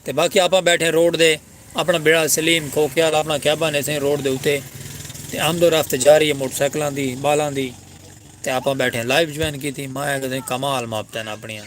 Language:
Saraiki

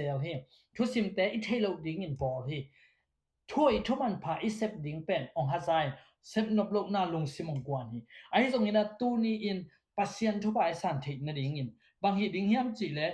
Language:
Tedim Chin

